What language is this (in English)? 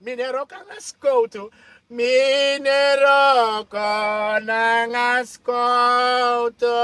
Sranan Tongo